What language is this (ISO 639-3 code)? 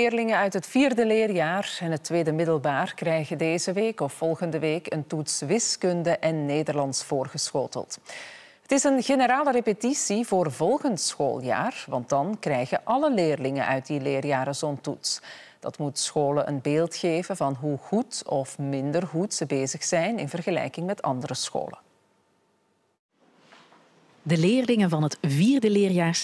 nld